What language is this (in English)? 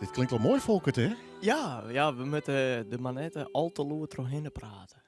Western Frisian